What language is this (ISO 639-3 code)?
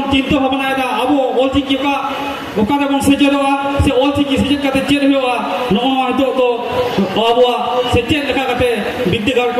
sat